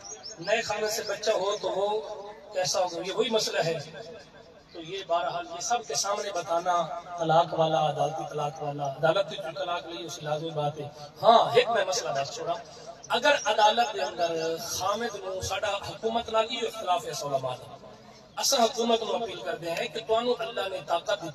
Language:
Saraiki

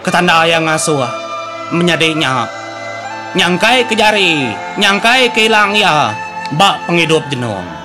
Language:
Iban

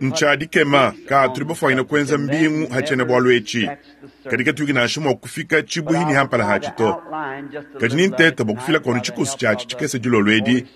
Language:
Luba-Lulua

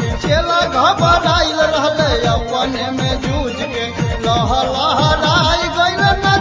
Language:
Bhojpuri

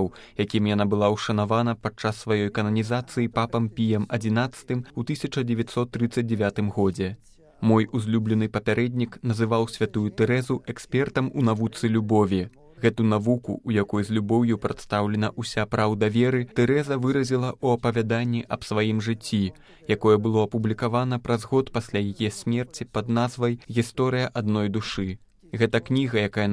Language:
Belarusian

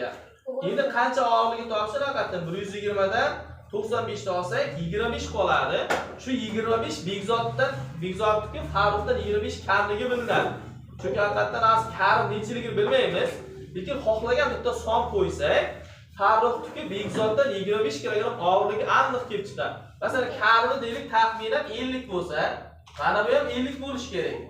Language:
Uzbek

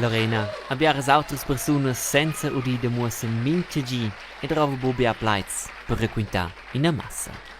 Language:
Romansh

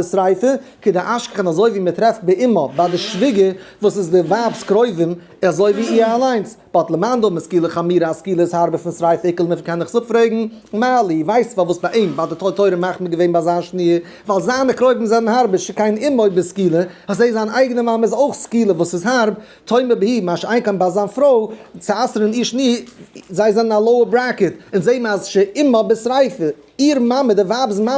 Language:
Yiddish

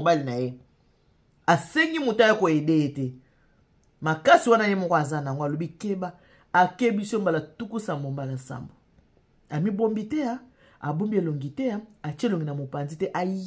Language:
Lingala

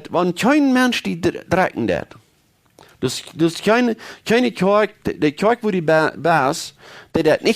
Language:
Plautdietsch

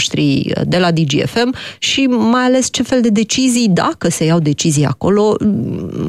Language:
Romanian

